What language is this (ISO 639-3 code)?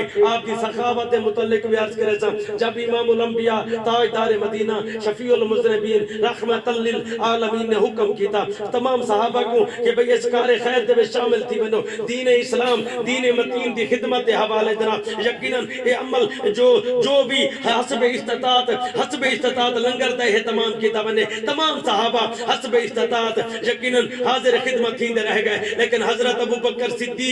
skr